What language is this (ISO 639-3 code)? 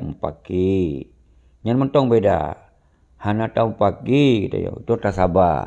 ace